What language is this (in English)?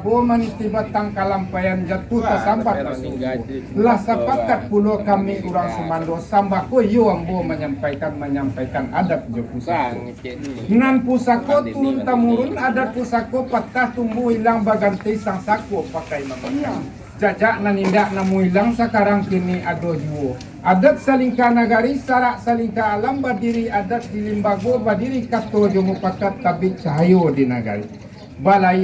Minangkabau